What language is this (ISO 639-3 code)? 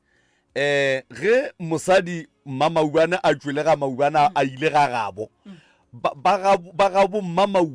nso